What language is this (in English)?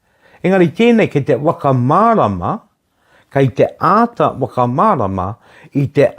Māori